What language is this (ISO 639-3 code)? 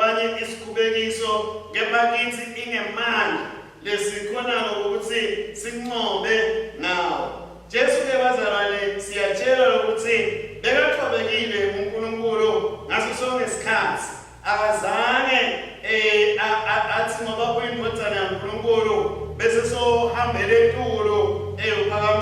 ssw